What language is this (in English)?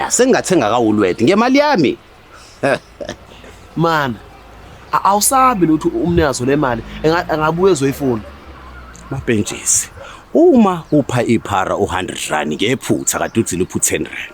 Zulu